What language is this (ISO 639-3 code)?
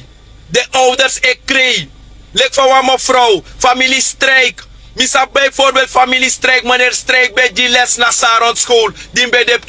srn